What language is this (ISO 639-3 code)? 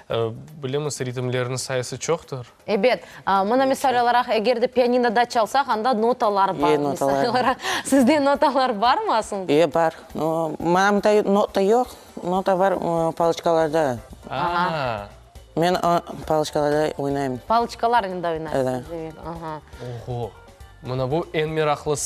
crh